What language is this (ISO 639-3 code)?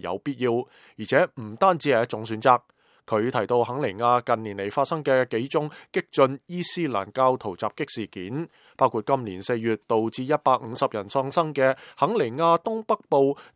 yue